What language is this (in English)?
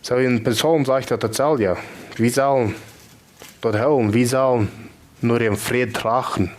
Plautdietsch